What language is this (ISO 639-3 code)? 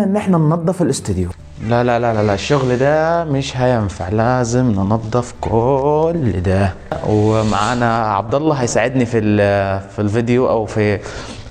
arz